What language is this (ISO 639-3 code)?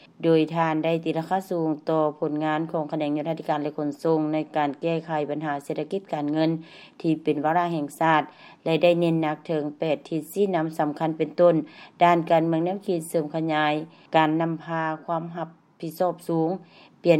lao